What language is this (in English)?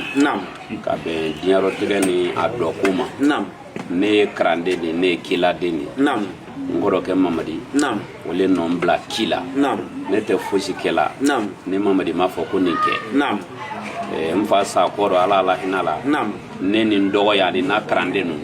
Bambara